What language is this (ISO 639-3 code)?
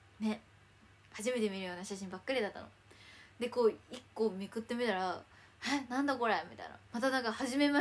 jpn